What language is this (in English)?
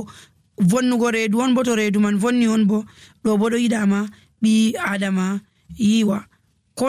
Nigerian Fulfulde